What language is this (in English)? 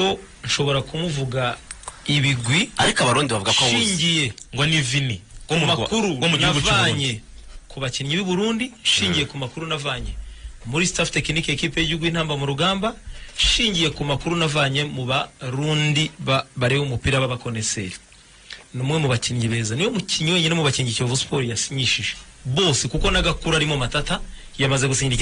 Kinyarwanda